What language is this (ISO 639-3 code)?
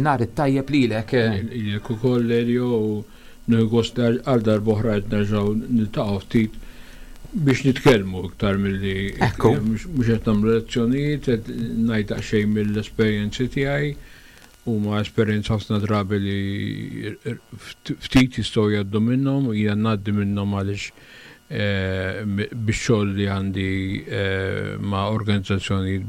mlt